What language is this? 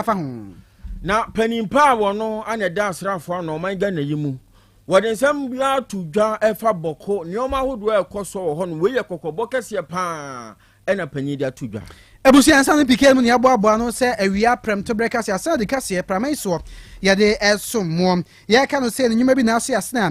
Akan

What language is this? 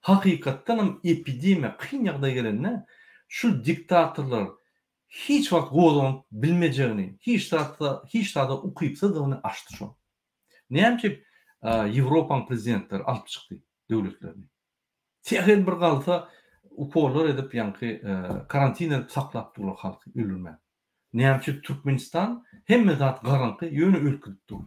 Turkmen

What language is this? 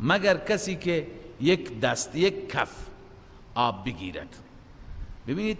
Persian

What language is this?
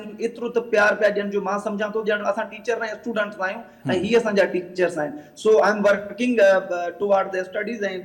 Sindhi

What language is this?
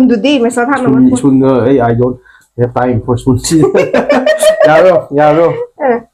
Manipuri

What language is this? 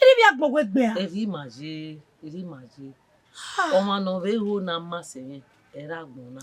Bini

